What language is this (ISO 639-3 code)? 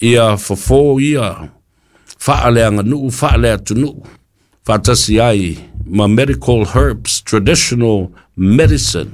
smo